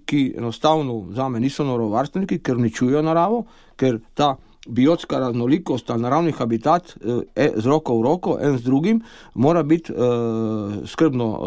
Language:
Slovenian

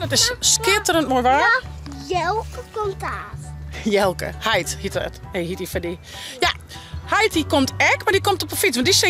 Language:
Western Frisian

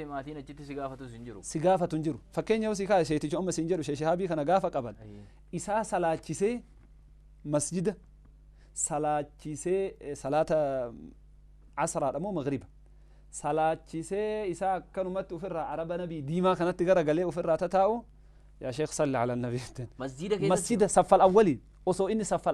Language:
Oromo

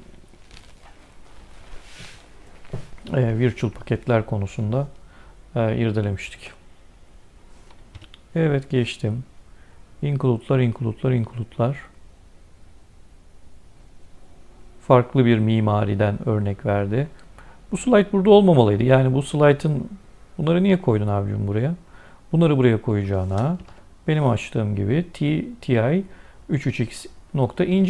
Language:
Turkish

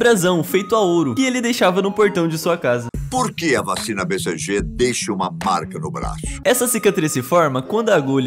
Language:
Portuguese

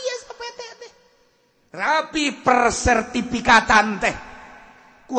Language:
Sundanese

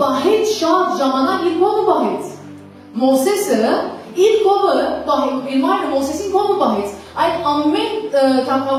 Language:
Western Armenian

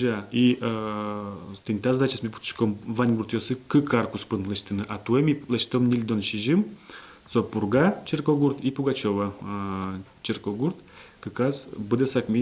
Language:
Udmurt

